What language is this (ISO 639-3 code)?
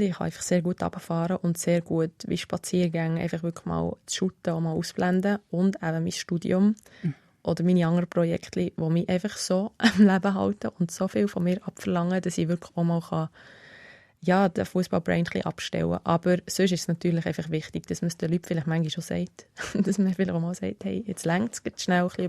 gsw